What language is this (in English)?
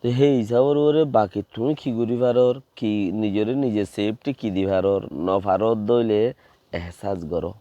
Rohingya